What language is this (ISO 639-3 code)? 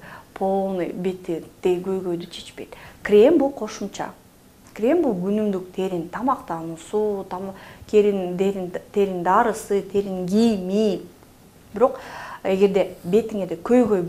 kir